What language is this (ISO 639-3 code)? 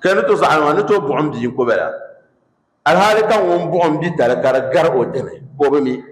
dag